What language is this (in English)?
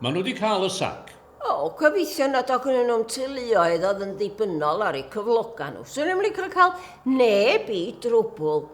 Welsh